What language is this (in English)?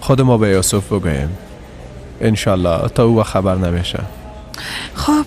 Persian